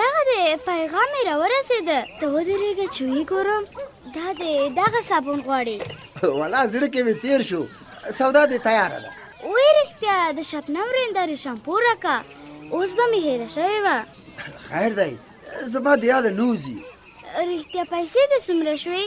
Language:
Pashto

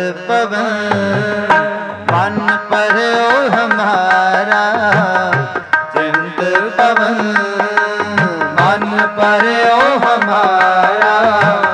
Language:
Punjabi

